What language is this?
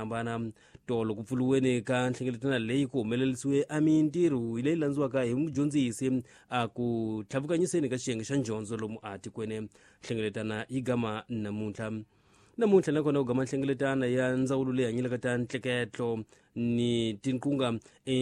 Tsonga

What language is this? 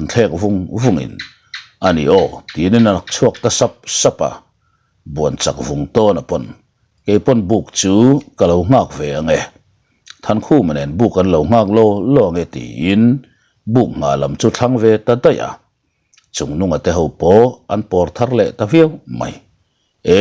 Mizo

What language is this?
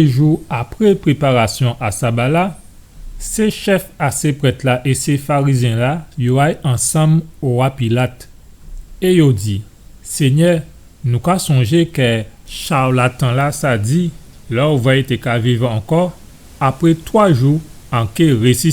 Guadeloupean Creole French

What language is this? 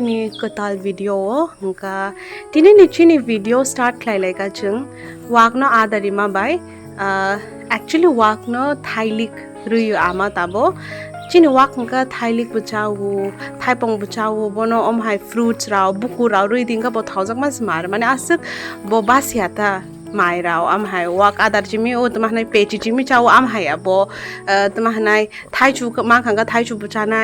Kok Borok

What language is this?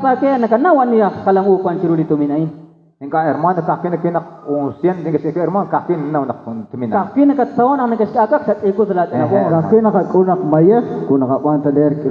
Kekchí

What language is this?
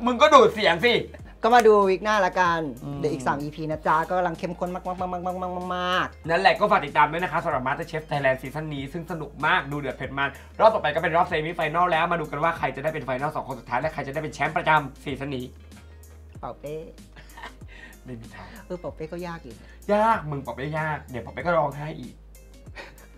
Thai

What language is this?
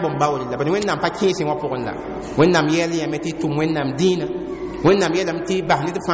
Mossi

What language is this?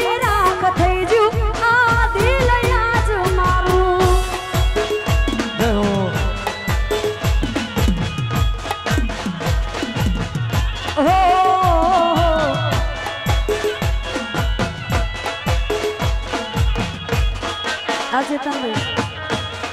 Gujarati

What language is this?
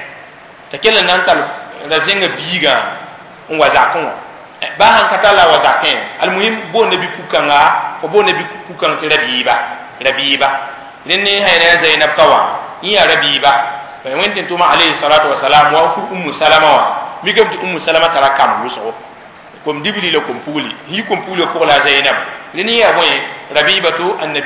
Mossi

